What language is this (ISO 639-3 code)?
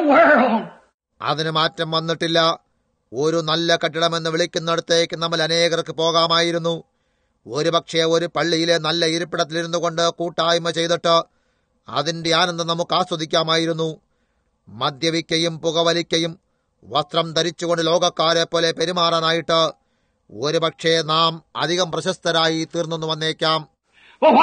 mal